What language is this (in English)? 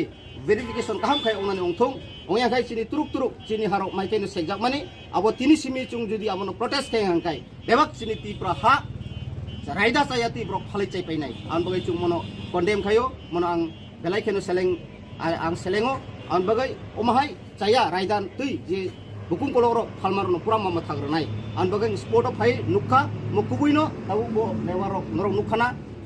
Kok Borok